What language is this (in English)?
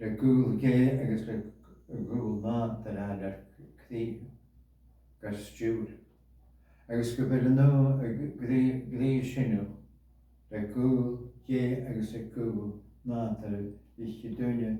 Scottish Gaelic